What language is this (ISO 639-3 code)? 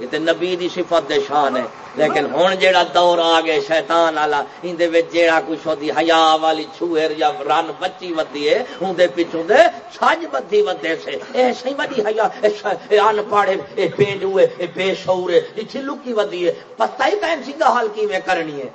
skr